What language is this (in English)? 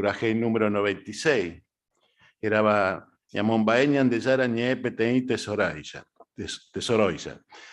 Guarani